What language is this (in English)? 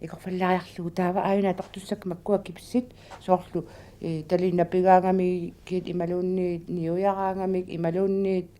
Kalaallisut